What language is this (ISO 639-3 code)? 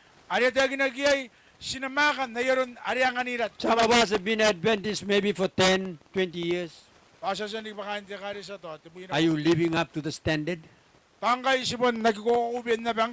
gil